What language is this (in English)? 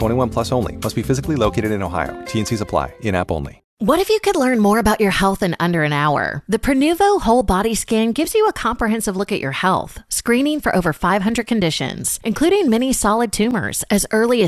English